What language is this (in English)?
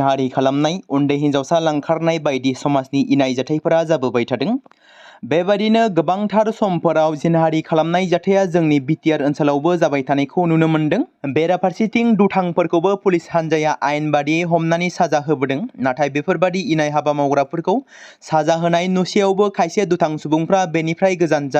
Bodo